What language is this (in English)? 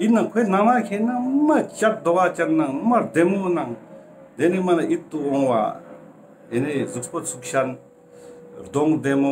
Ladakhi